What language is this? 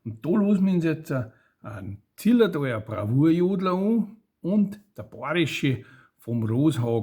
Bavarian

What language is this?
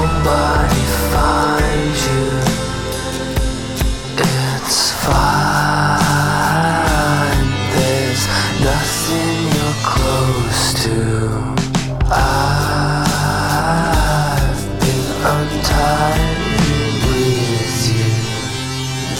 English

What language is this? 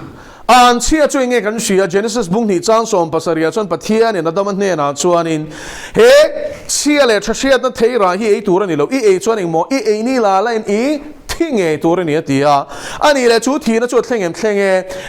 Mizo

